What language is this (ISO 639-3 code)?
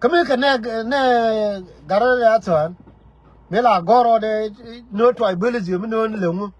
nus